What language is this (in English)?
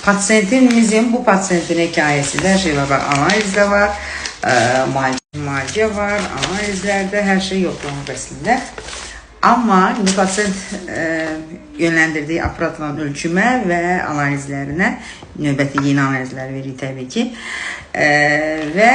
Azerbaijani